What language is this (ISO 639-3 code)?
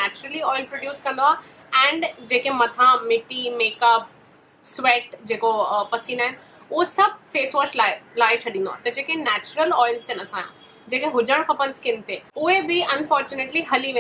snd